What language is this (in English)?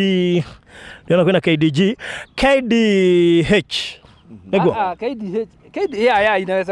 Kikuyu